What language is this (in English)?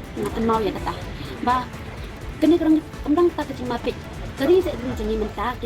Khasi